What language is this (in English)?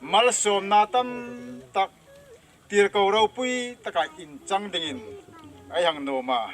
Hmar